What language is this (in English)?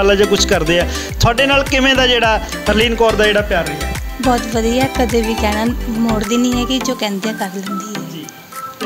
Punjabi